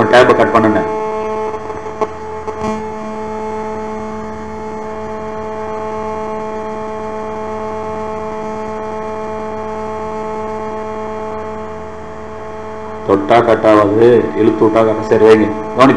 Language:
Tamil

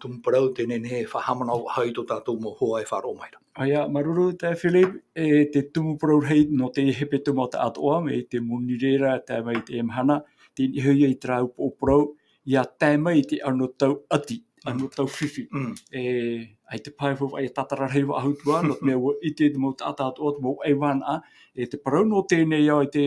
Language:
Tahitian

